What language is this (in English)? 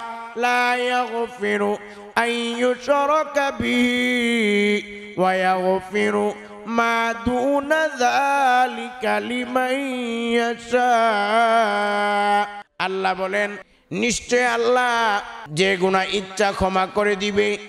Bangla